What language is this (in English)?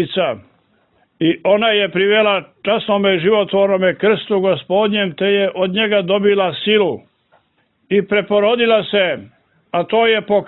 Serbian